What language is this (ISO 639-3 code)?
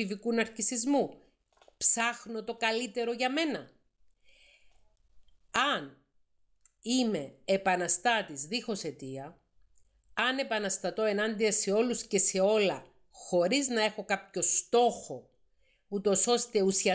ell